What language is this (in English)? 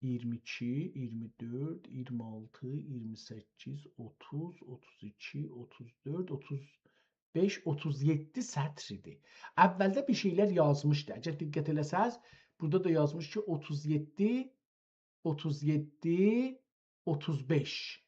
South Azerbaijani